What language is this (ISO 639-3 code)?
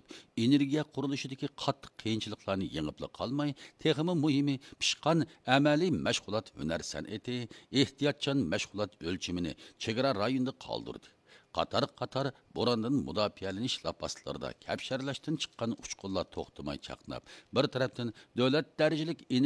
uig